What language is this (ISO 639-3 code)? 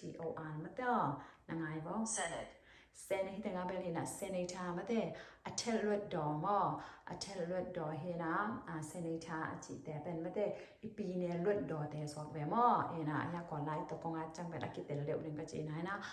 ctd